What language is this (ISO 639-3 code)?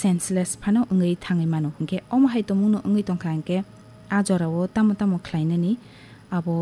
trp